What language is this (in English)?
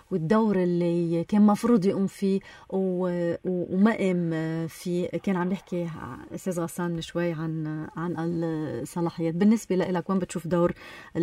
North Levantine Arabic